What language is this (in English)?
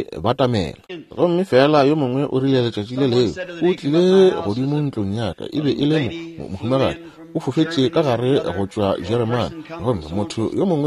Northern Sotho